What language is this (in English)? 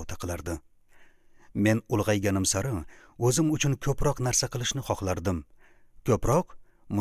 Uzbek